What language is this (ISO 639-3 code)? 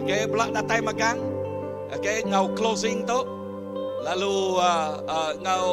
iba